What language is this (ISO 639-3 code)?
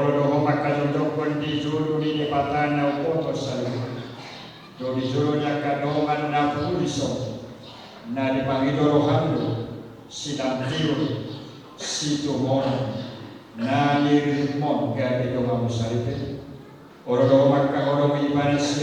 bbc